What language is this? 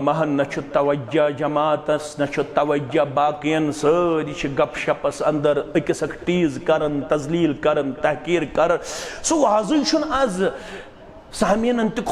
Kashmiri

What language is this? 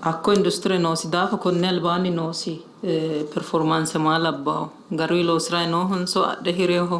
Sidamo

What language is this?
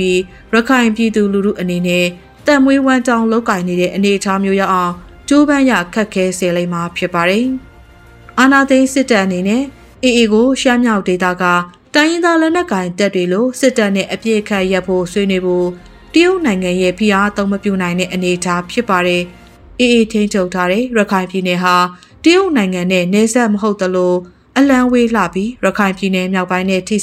Burmese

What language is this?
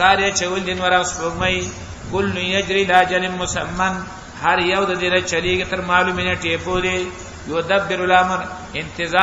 Pashto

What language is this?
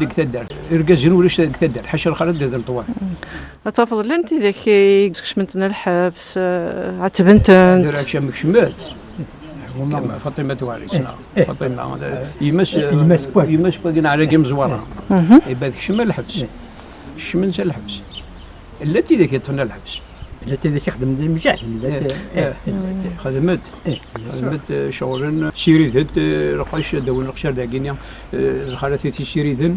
Kabyle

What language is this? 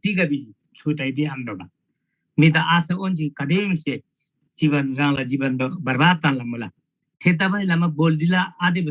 Eastern Tamang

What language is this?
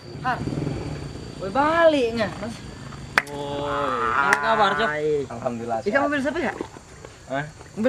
Musi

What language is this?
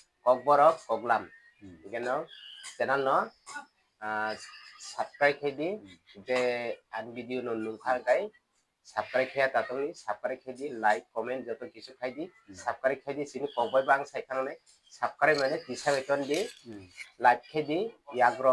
Kok Borok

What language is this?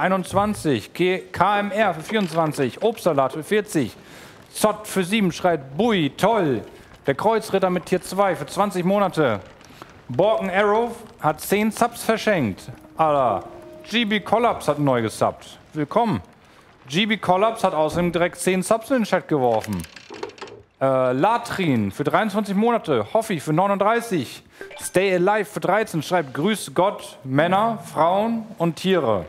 German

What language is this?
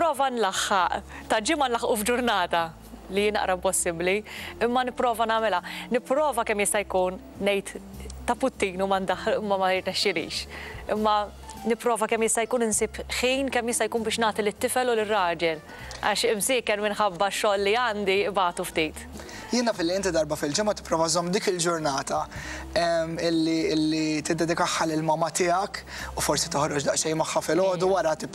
Maltese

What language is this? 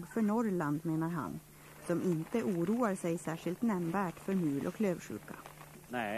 Swedish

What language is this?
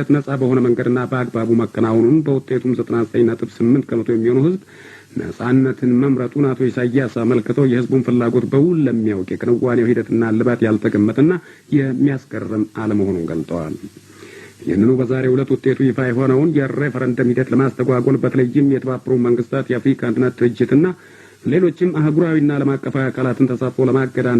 Amharic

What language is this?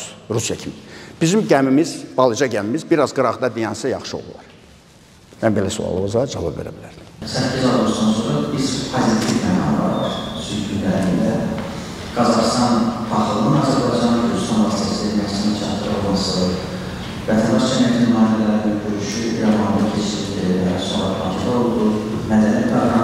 Azerbaijani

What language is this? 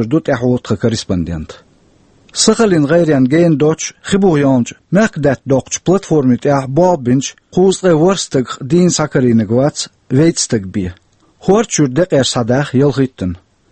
Chechen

